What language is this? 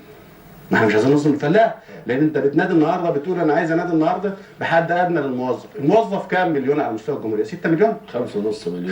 Egyptian Arabic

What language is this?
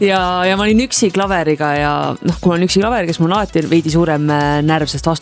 Estonian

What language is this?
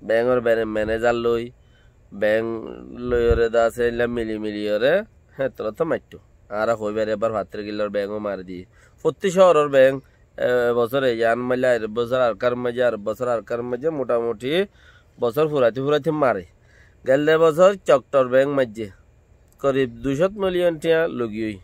Rohingya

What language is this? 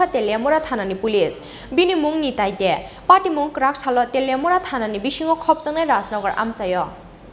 Kok Borok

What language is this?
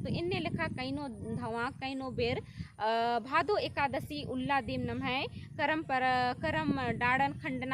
Kurukh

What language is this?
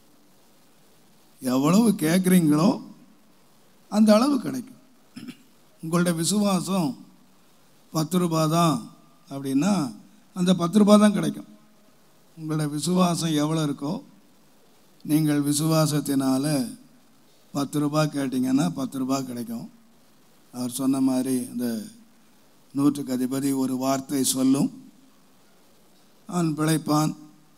Tamil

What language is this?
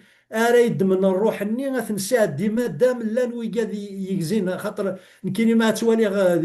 Kabyle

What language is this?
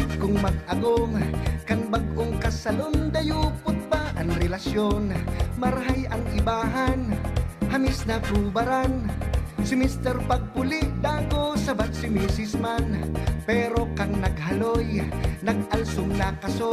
Bikol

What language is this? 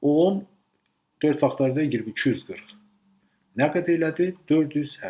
Azerbaijani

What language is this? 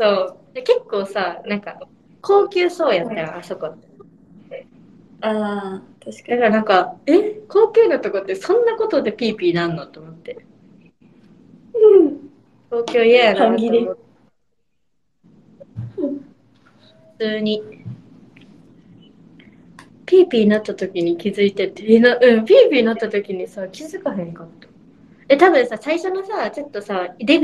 Japanese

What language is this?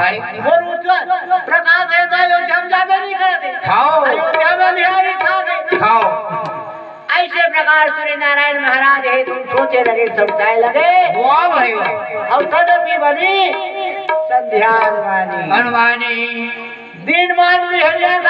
Chhattisgarhi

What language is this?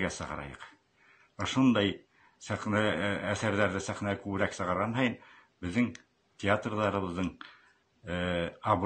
Bashkir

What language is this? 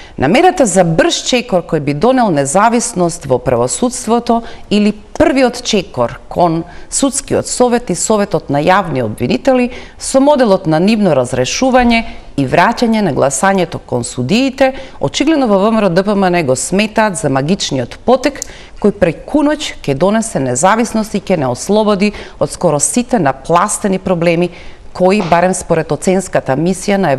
Macedonian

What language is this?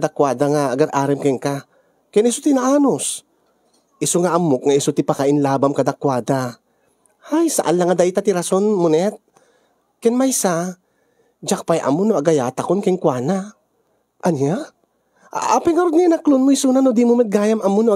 Iloko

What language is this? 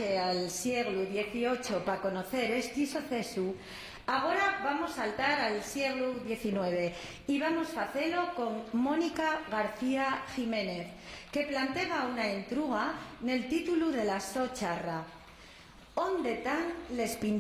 Asturian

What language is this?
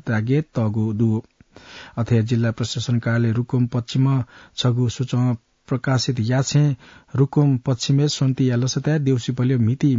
Newari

